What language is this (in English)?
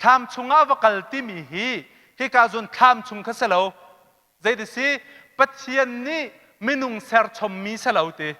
Hakha Chin